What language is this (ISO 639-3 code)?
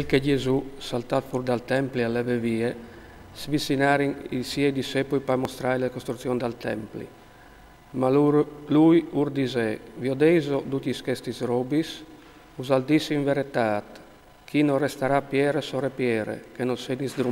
fur